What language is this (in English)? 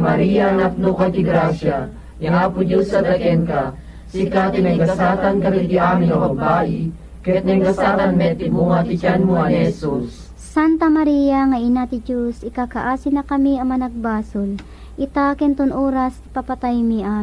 Iloko